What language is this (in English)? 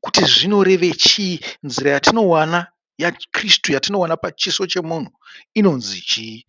Shona